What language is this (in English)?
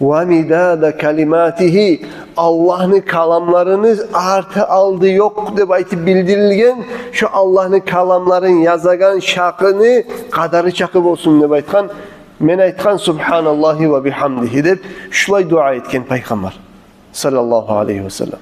Kumyk